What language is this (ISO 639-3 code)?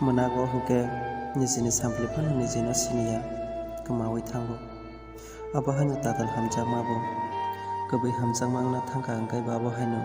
trp